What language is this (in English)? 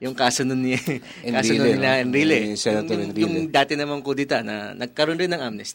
Filipino